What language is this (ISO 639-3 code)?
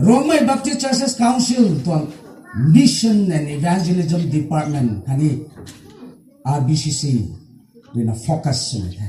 nbu